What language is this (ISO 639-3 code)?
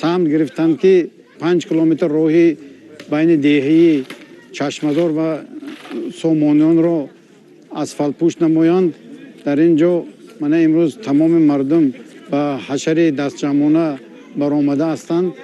tgk